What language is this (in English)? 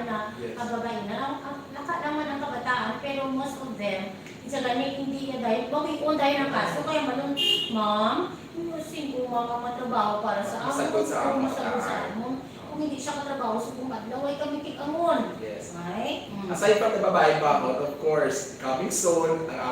Hiligaynon